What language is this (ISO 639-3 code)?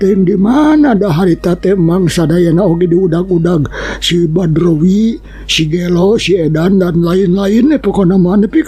sun